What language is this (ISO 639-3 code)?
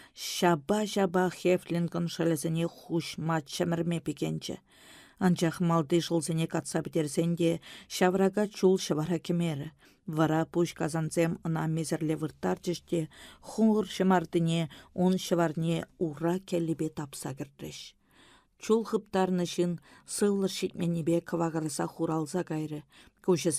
chv